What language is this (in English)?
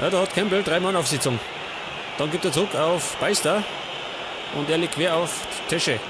Bavarian